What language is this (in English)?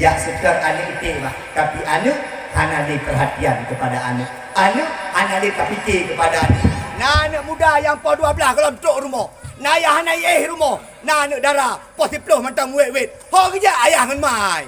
Achinese